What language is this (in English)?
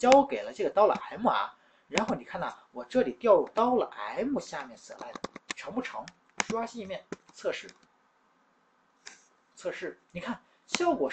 Chinese